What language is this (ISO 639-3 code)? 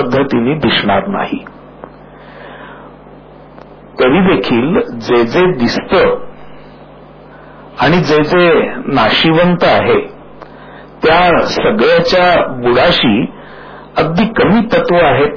mar